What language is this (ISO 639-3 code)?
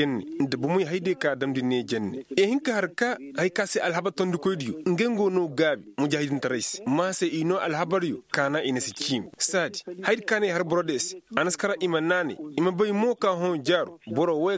ses